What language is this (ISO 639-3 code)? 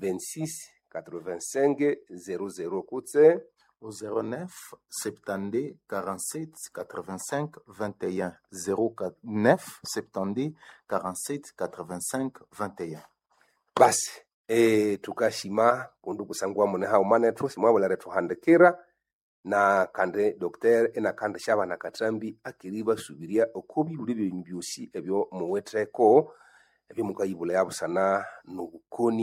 nnb